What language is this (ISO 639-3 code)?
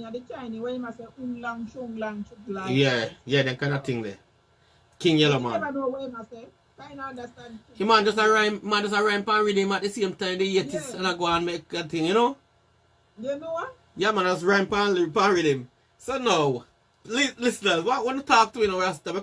jam